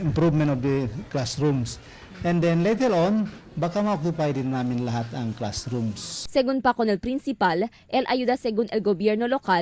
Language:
Chavacano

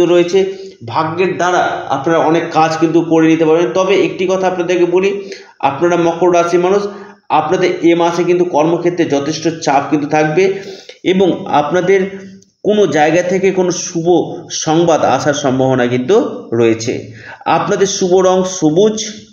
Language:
Bangla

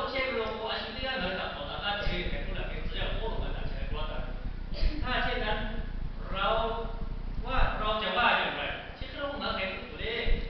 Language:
Lahu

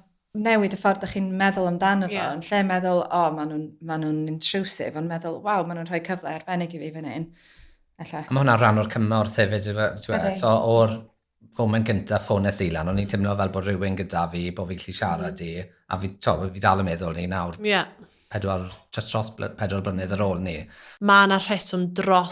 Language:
Welsh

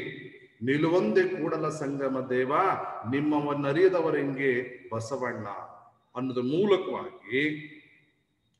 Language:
Kannada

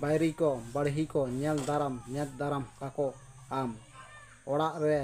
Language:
Santali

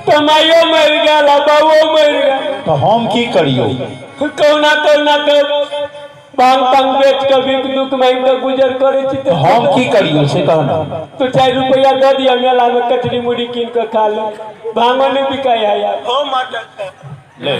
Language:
Maithili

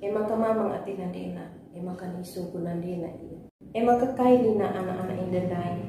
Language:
Batak Karo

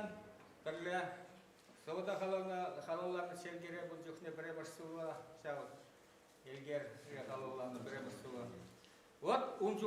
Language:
Chuvash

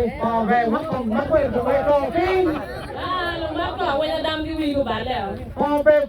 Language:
Acoli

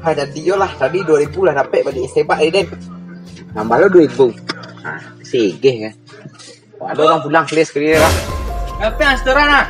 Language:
Minangkabau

